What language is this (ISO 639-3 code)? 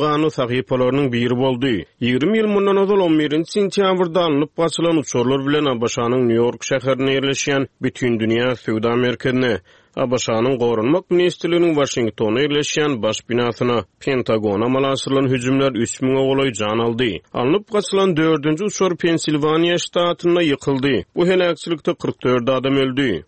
tuk